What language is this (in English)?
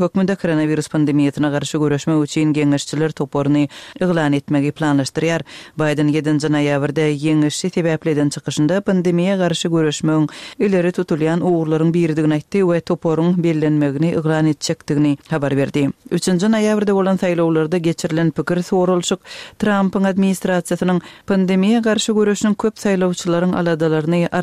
Turkmen